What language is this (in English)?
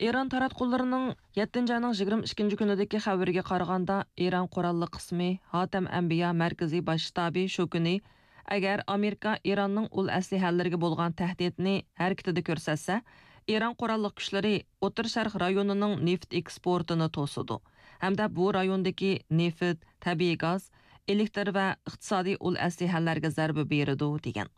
Uyghur